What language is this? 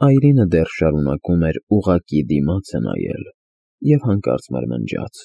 Armenian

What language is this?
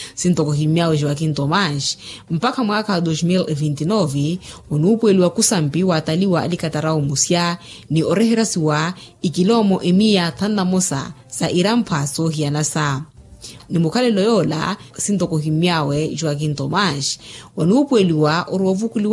Makhuwa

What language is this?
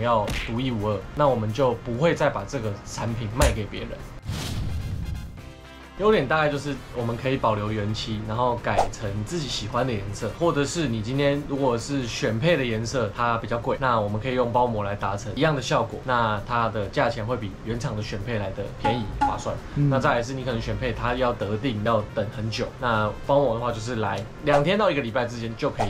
Chinese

